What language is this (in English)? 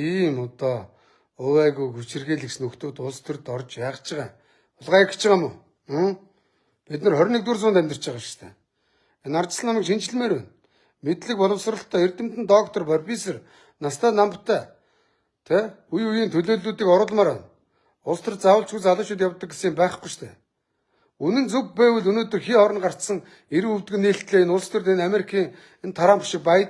Mongolian